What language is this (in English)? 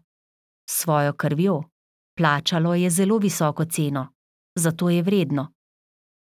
Slovenian